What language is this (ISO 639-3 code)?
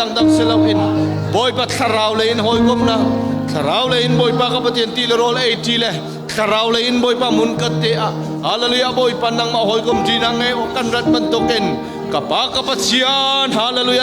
cnh